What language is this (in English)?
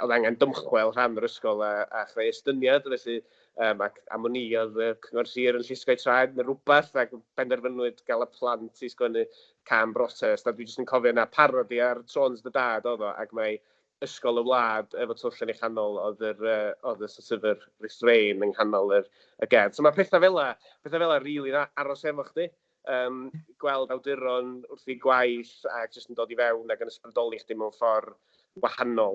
Welsh